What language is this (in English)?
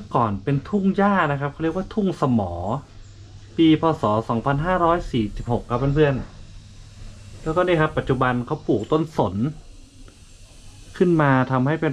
Thai